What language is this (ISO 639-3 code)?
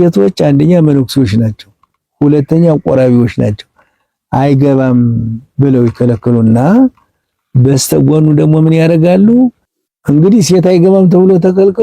amh